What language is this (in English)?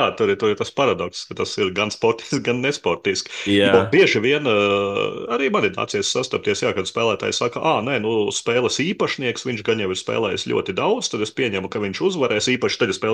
Latvian